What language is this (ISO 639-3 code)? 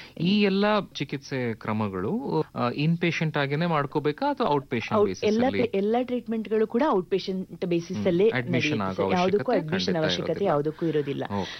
kan